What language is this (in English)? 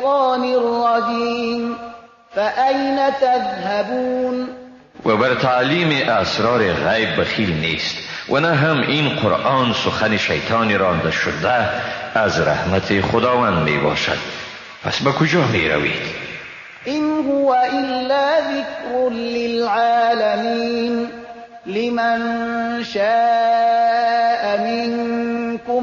Persian